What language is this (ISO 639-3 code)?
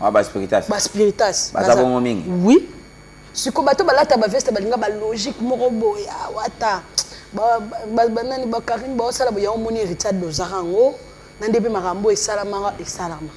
lin